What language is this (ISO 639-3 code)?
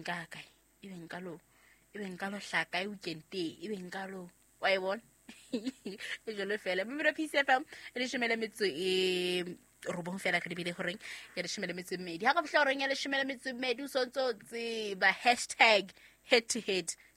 sot